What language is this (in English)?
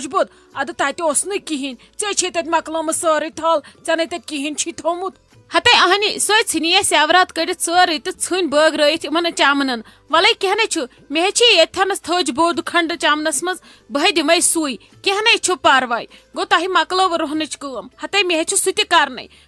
Kashmiri